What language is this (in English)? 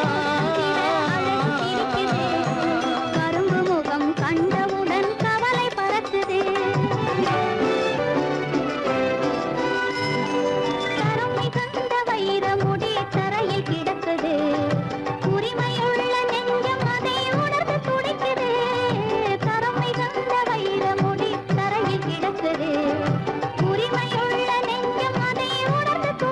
Tamil